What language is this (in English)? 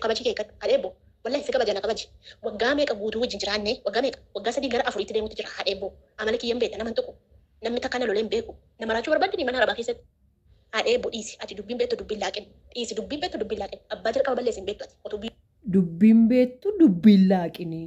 Oromo